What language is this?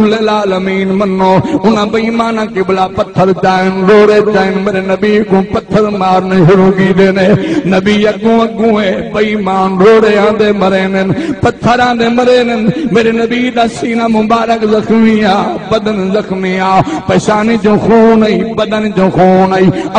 Saraiki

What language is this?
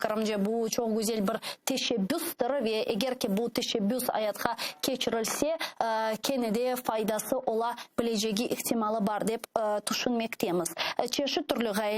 Crimean Tatar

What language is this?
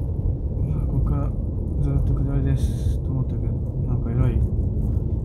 Japanese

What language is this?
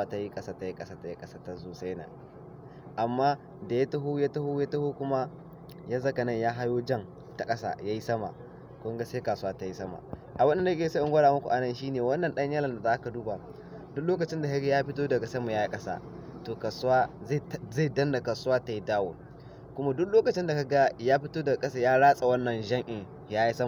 Hausa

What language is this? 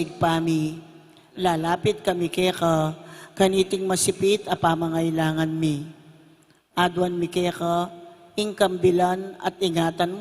Pampanga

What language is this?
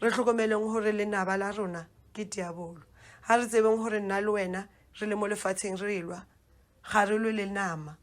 Northern Sotho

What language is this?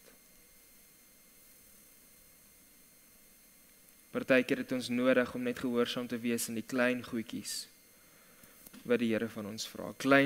Afrikaans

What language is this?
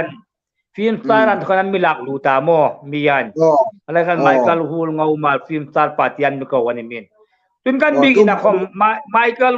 Hmar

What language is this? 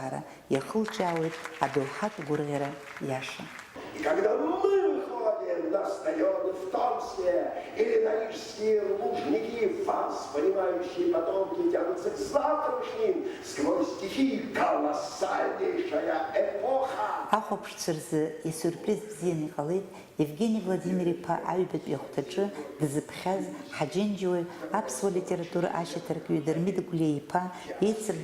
Abkhazian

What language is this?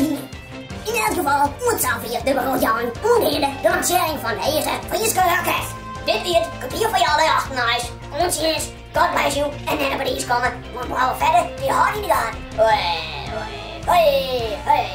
Western Frisian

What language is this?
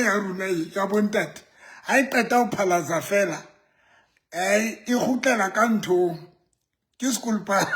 Southern Sotho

